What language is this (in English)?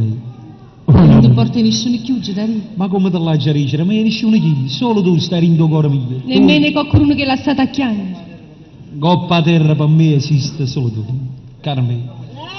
Neapolitan